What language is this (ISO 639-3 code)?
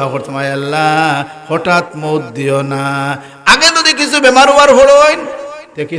syl